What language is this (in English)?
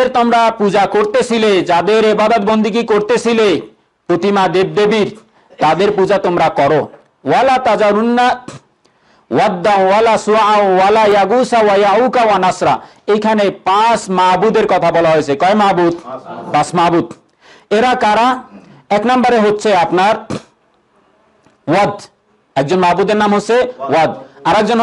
Bangla